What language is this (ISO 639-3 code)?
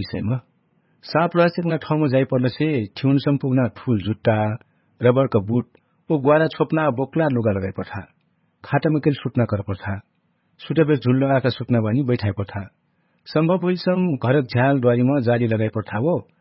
thl